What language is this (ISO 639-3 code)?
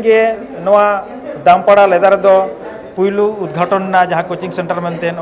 sat